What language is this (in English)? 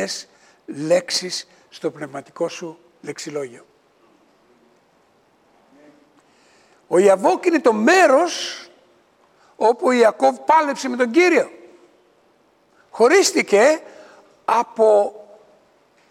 Greek